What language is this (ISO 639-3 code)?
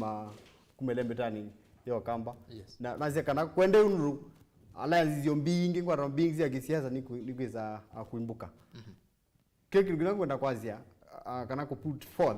kam